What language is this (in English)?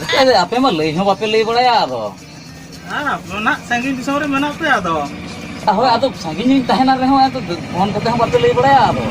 Santali